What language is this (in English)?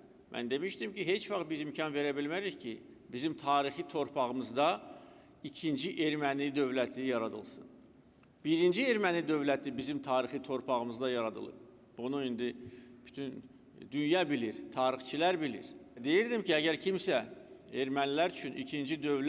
Azerbaijani